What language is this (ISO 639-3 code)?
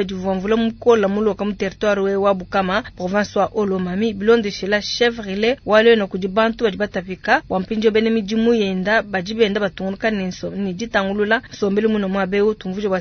lua